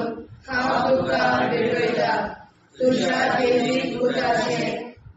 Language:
Konkani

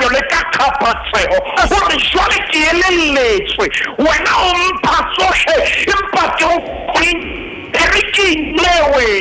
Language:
Southern Sotho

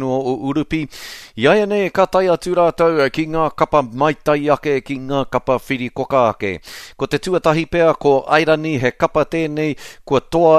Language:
Māori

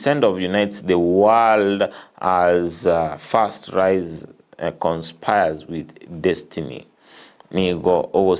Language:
Gusii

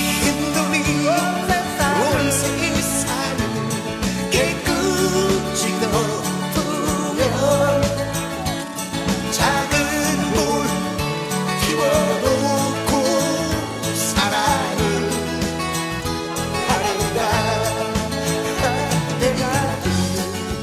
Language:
Korean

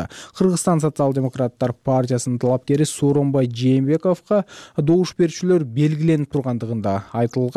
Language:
Kyrgyz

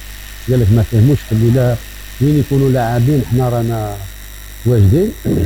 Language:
Algerian Arabic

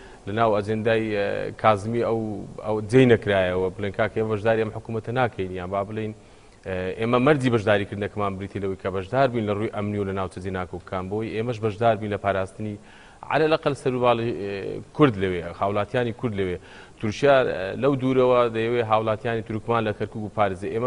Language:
Central Kurdish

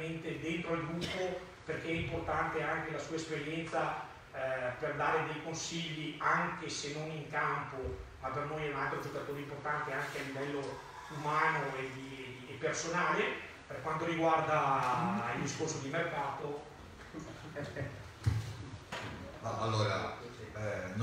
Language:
Italian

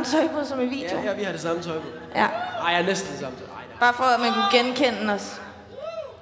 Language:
Danish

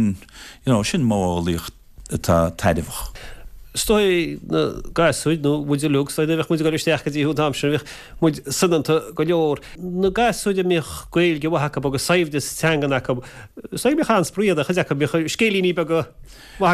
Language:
Irish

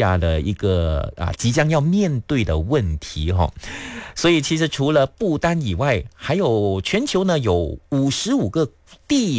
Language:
Chinese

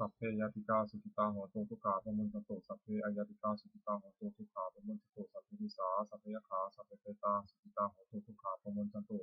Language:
Pali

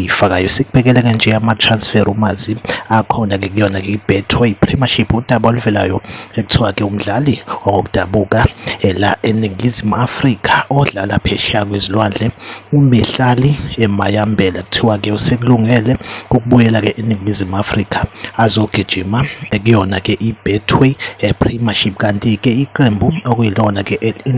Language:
Zulu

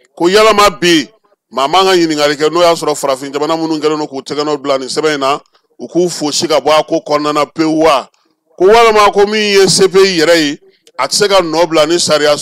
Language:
Bambara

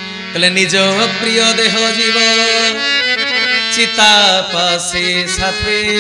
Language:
Odia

